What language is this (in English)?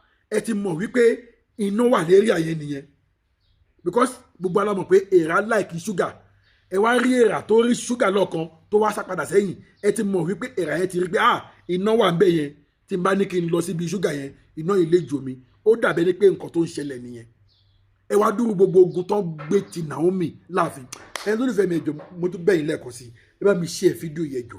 Yoruba